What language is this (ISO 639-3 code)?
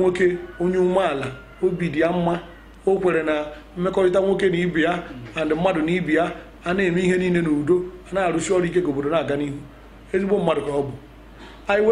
ibo